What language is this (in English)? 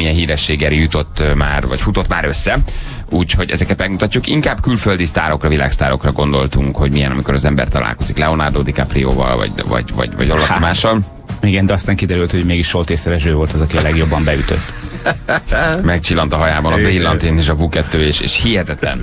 Hungarian